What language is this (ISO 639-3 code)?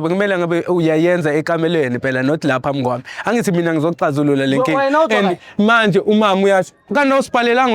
zul